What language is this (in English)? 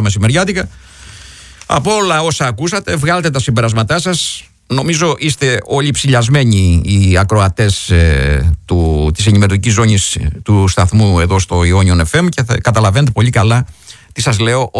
Greek